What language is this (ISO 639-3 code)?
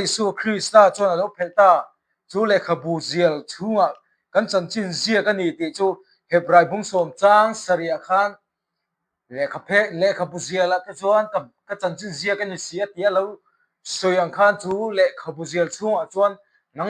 lus